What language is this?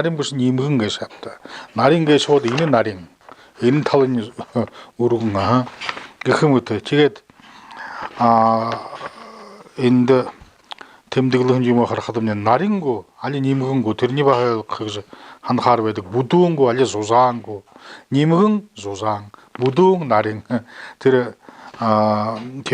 Buriat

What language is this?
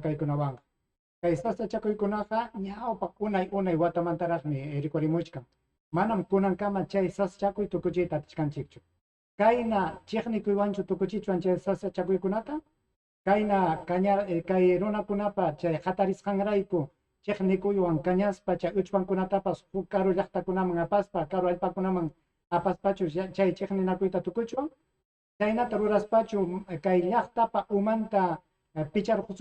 Ayacucho Quechua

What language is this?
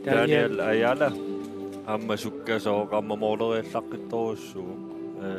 Kalaallisut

